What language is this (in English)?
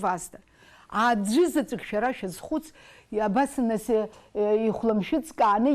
Abkhazian